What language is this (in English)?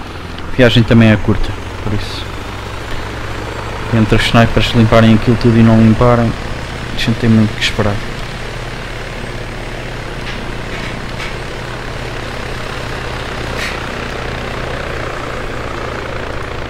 Portuguese